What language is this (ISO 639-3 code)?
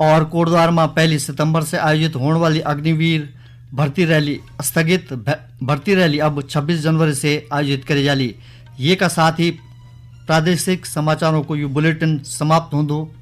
gbm